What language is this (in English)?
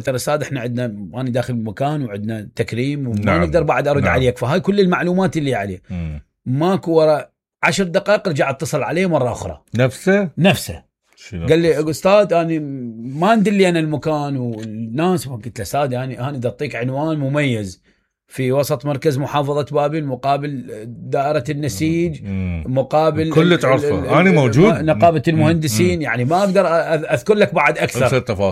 Mesopotamian Arabic